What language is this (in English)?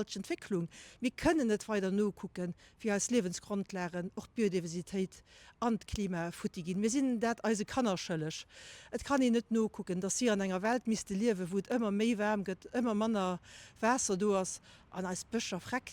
Luxembourgish